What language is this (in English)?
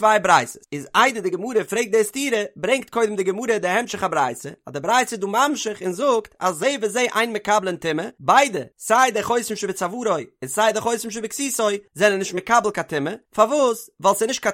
Yiddish